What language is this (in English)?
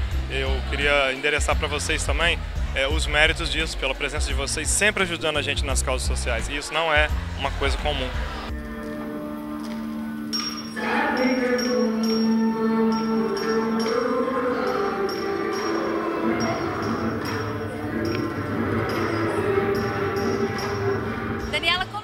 Portuguese